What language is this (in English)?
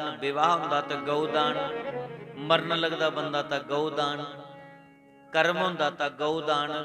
Dogri